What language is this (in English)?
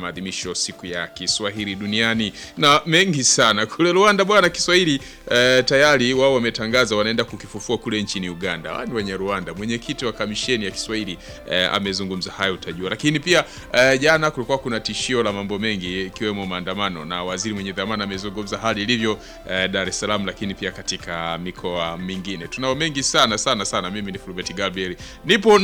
Swahili